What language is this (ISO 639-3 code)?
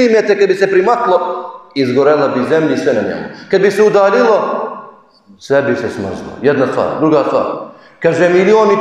bos